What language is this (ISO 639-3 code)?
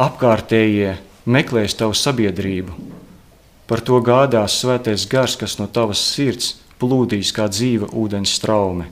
lav